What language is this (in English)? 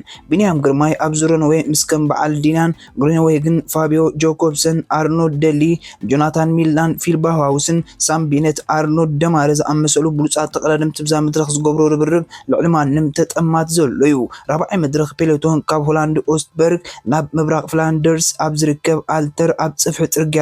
Tigrinya